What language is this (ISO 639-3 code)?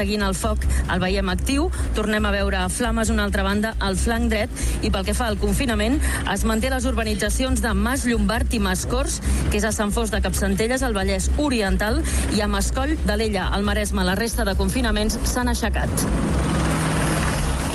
cat